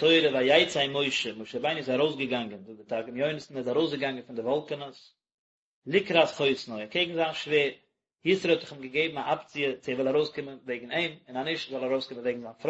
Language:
Yiddish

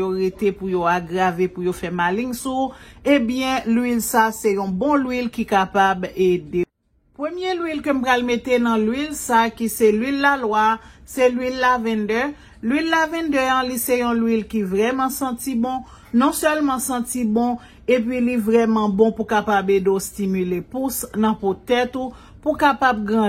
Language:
Haitian Creole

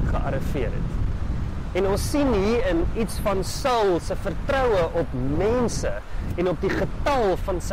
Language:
Afrikaans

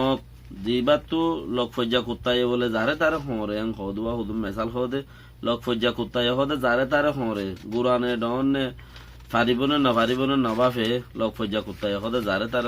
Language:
Rohingya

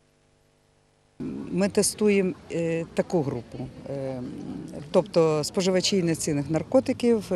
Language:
Ukrainian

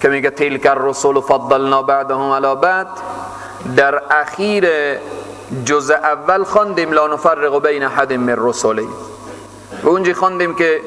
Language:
Persian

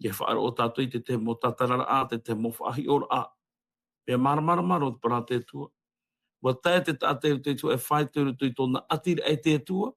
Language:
Tahitian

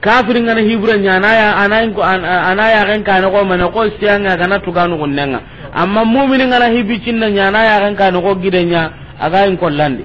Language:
Soninke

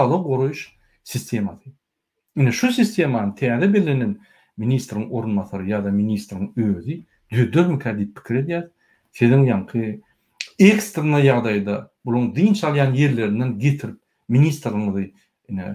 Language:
Turkmen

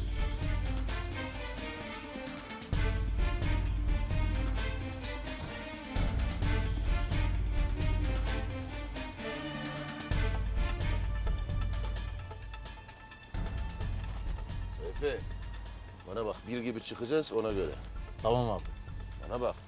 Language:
Turkish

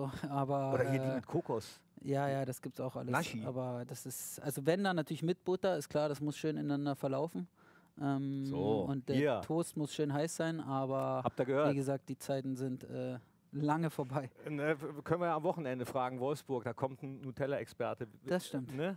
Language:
German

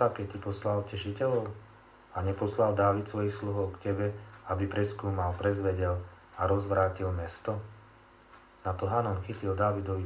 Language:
Slovak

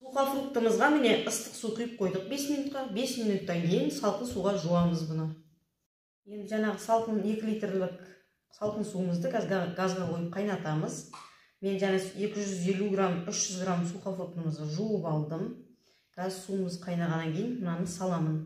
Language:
Kazakh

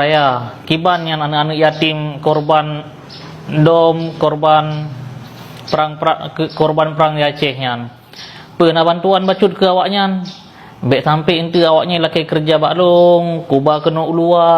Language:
Achinese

